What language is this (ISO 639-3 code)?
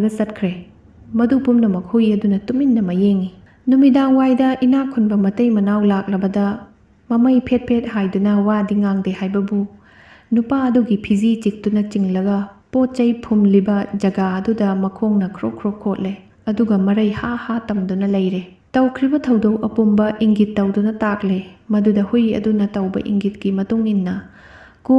mni